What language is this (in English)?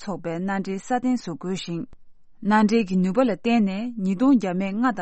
Tibetan